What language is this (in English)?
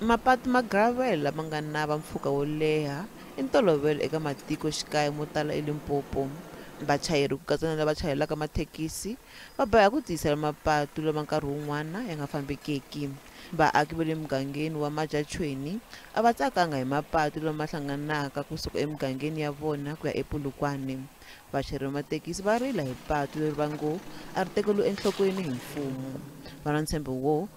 Tsonga